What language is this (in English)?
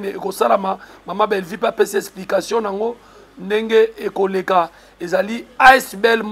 Lingala